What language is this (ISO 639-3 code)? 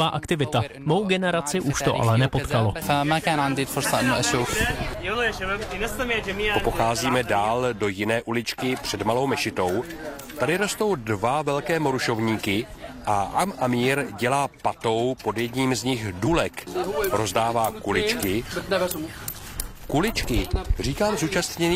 ces